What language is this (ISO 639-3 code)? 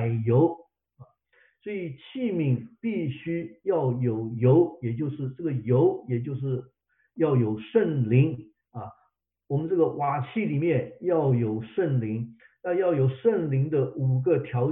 zho